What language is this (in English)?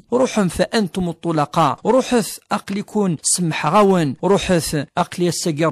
Kabyle